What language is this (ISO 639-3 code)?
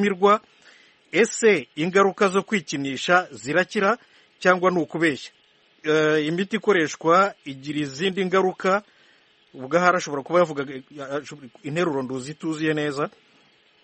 kin